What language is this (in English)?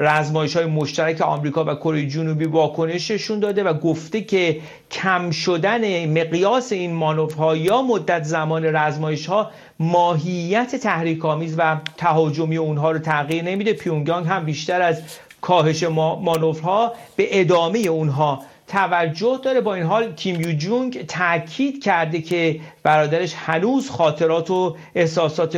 Persian